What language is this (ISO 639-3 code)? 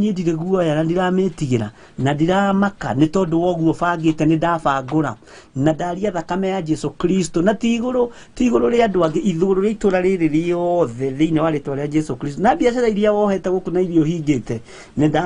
kik